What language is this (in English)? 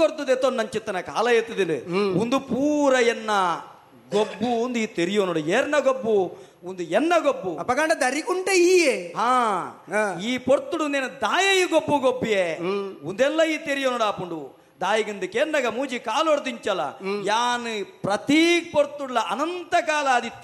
Tulu